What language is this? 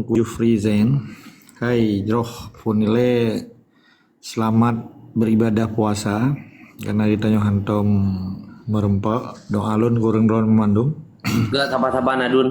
Achinese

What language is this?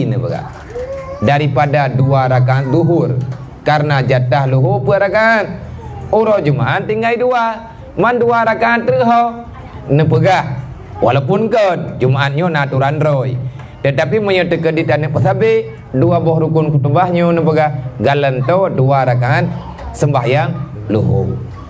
Achinese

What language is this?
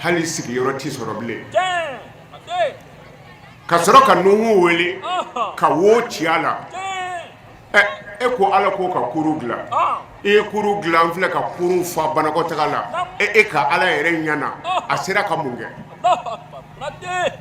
Bambara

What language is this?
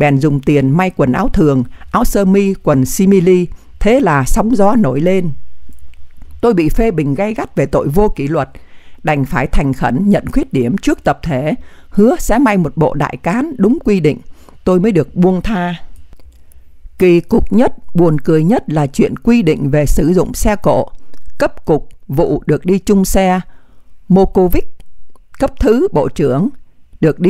Vietnamese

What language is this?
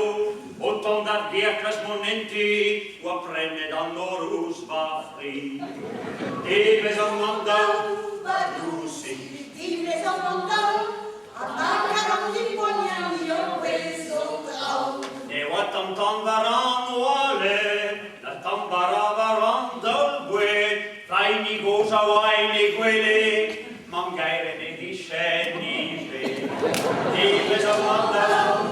Breton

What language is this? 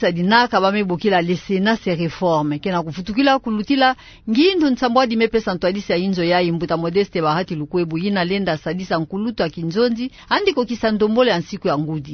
Kituba (Democratic Republic of Congo)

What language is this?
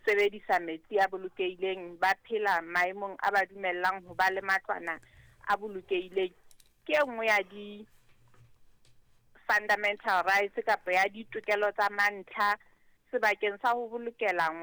Southern Sotho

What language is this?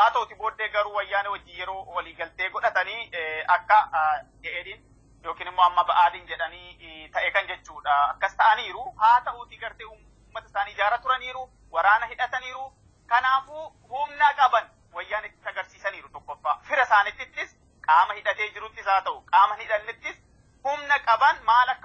Oromo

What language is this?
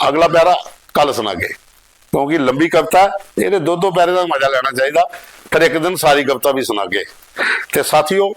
Dogri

